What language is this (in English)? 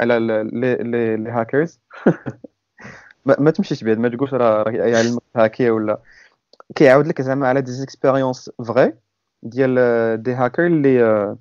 Moroccan Arabic